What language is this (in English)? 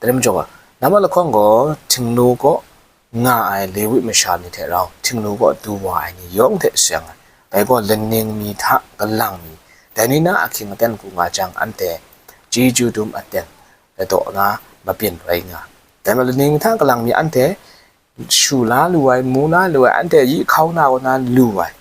Kachin